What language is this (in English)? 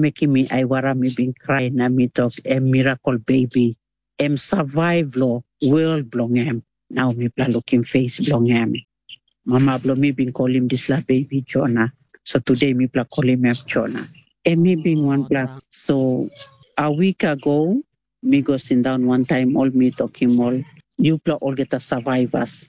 Tok Pisin